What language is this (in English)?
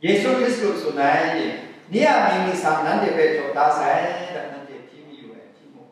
Kachin